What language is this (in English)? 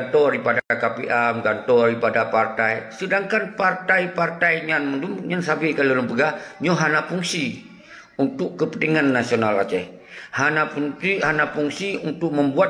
Achinese